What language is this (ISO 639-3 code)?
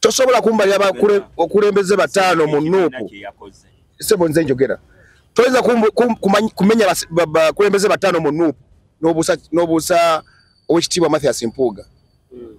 lug